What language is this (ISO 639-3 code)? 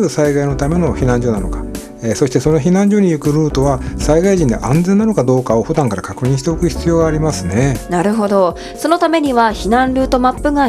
jpn